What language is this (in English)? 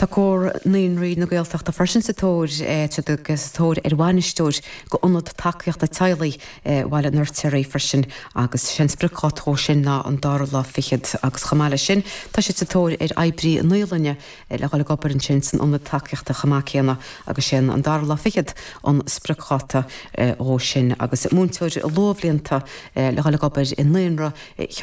Irish